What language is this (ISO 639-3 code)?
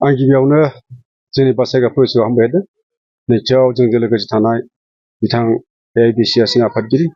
brx